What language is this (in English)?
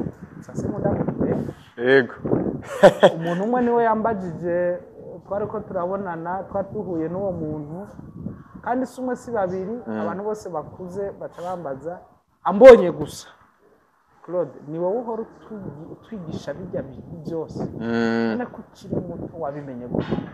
Rundi